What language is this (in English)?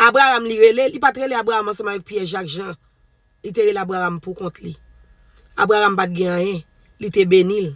Haitian Creole